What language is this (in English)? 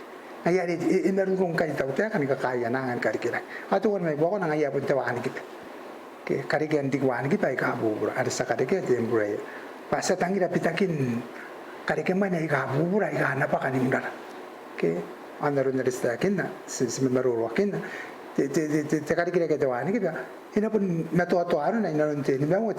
Gilbertese